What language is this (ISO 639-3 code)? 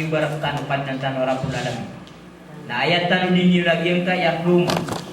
mrw